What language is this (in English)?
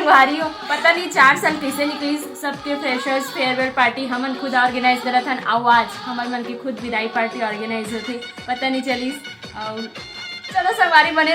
Chhattisgarhi